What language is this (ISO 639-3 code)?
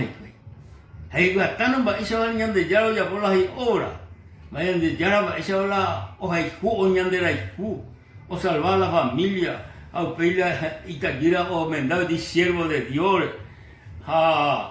grn